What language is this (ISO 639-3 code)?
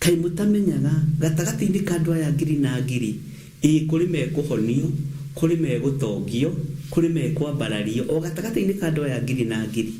kik